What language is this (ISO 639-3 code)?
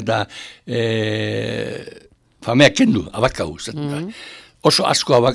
eus